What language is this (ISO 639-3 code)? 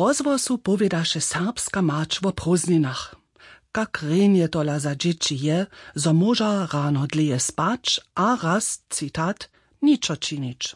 hsb